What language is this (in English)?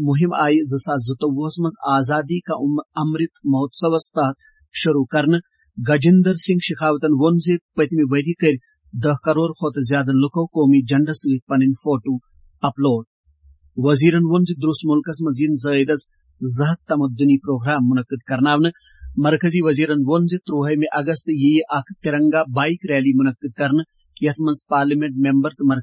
Kashmiri